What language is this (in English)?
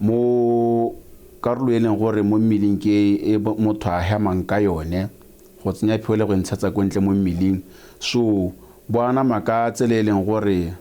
Tswana